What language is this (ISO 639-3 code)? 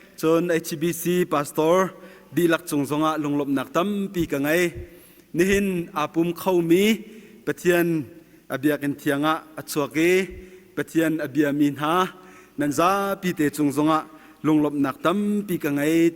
cnh